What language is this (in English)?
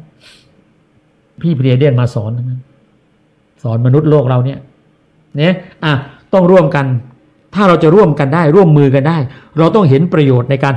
Thai